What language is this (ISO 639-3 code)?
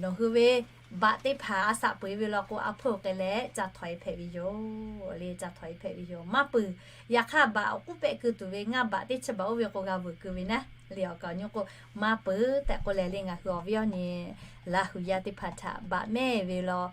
lhu